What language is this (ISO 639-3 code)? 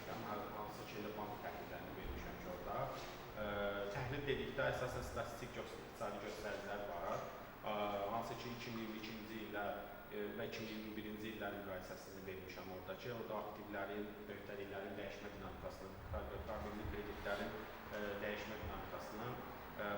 aze